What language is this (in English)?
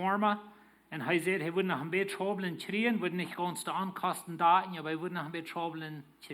Plautdietsch